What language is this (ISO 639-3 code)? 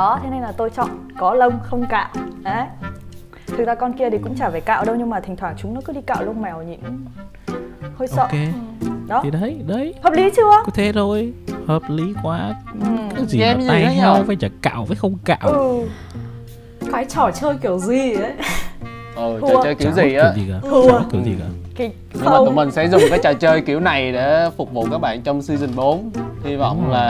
vie